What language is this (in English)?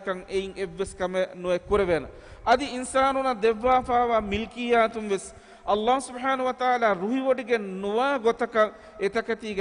Divehi